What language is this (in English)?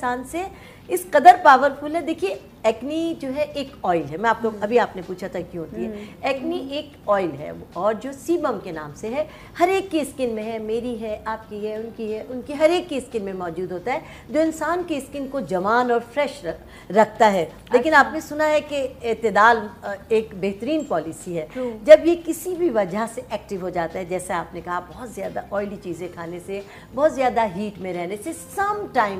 Urdu